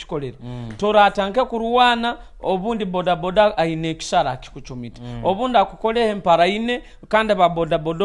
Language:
Nyoro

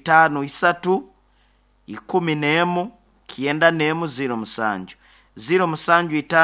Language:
Nyoro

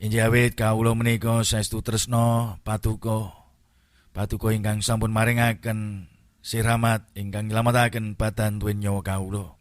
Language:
Javanese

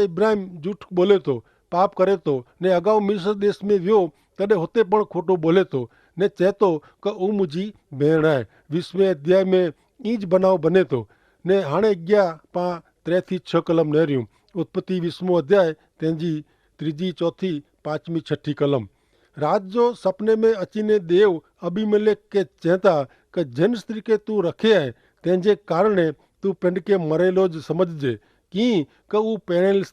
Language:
Kachhi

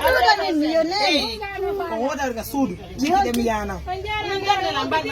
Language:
Fula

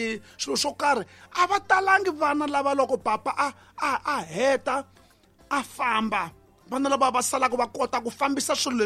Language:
Tsonga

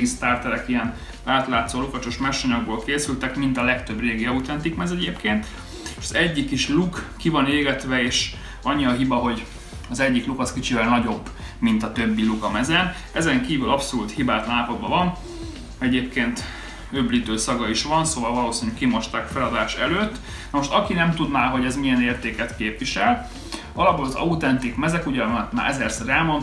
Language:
Hungarian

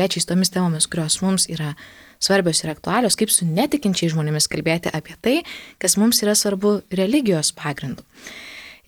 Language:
Lithuanian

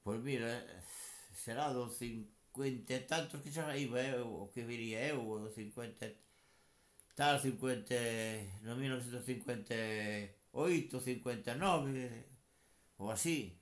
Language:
Galician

